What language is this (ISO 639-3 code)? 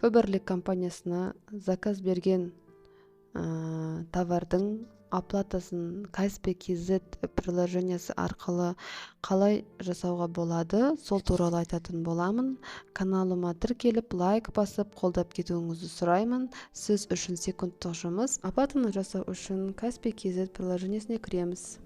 kaz